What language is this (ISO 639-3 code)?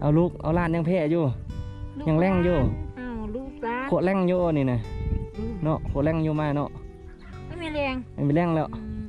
lao